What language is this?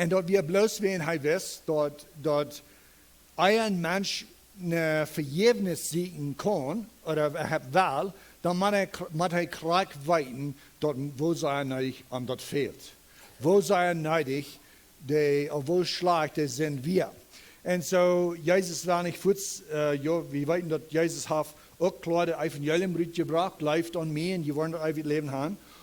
Plautdietsch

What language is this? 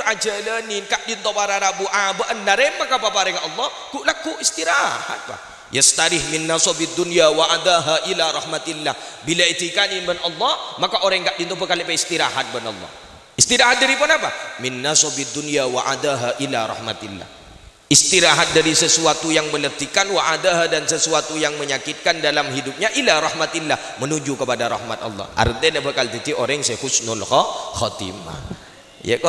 Madurese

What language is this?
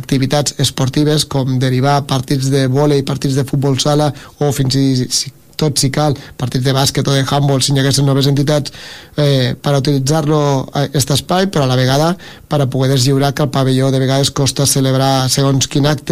Catalan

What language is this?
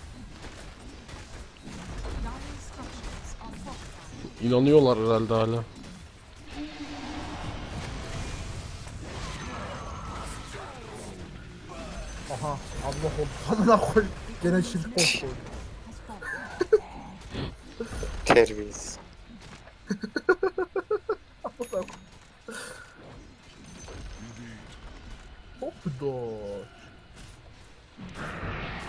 Turkish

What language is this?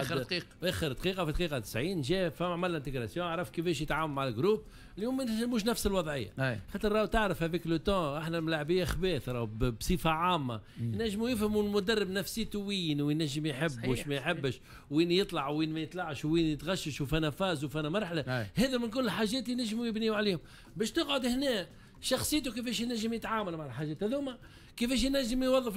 Tunisian Arabic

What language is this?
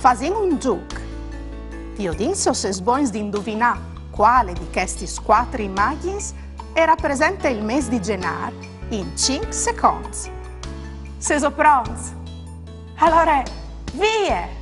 Friulian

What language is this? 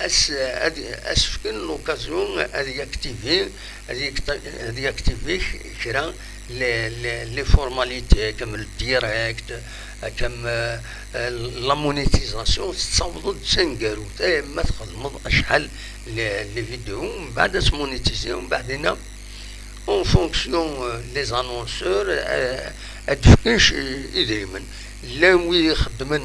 Kabyle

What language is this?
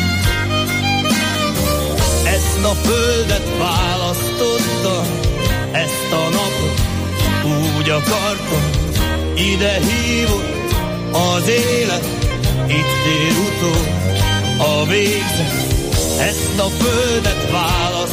Hungarian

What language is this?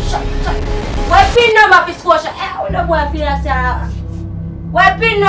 Jamaican Creole English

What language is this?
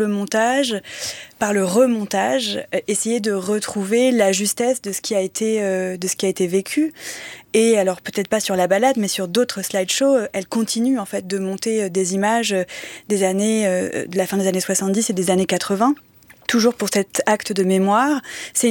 French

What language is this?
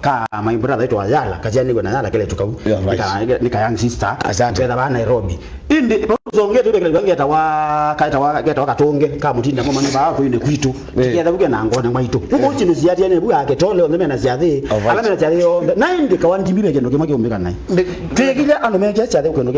Kamba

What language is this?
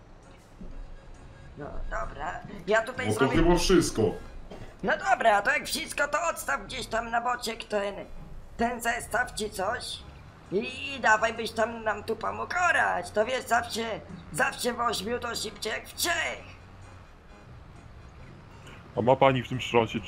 Polish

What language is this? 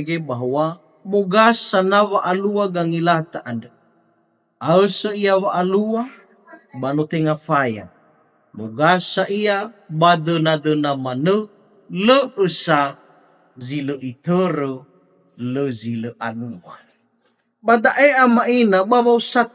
Nias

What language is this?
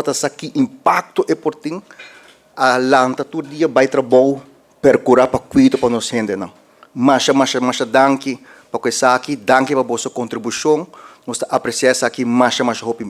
Papiamento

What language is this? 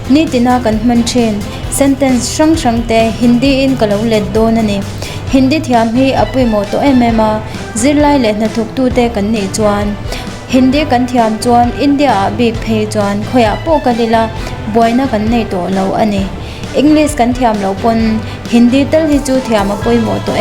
Mizo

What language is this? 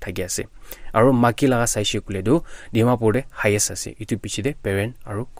Naga Pidgin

